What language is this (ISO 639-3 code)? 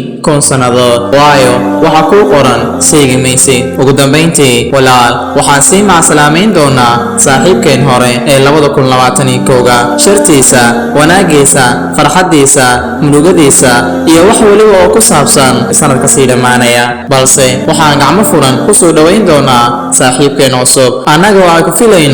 som